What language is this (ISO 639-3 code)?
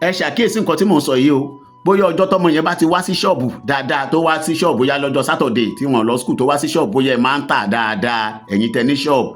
yor